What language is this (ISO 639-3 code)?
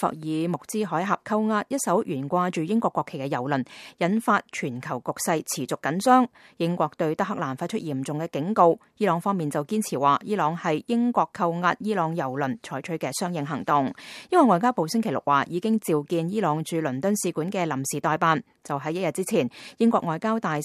yue